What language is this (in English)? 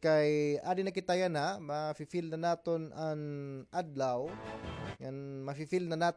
Waray